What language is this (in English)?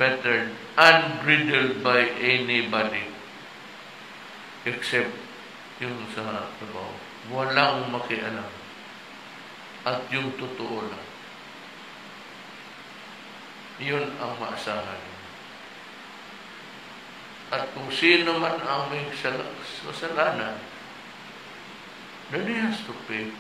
Filipino